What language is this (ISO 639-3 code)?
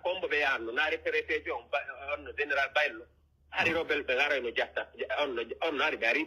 fuf